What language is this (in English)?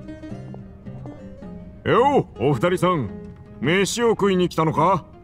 Japanese